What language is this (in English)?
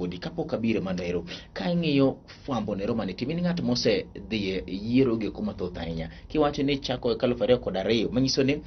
Luo (Kenya and Tanzania)